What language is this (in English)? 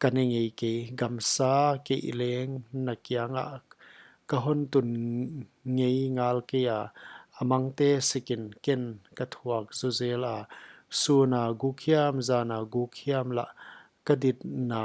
Paite Chin